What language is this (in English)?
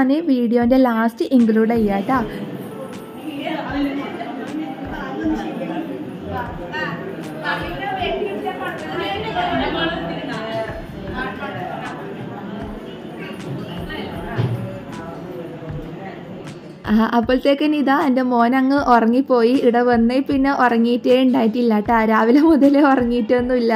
Malayalam